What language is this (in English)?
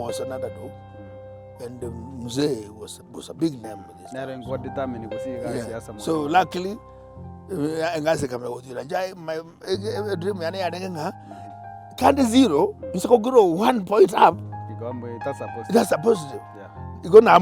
Gusii